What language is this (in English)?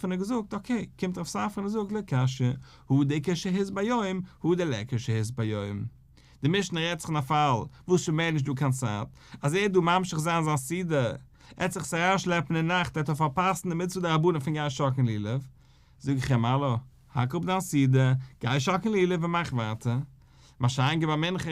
Yiddish